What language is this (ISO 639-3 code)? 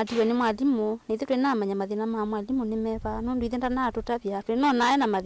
kam